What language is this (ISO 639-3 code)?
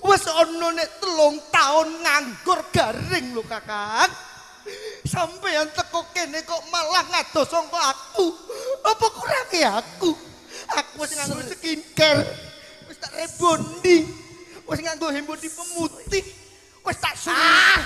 jav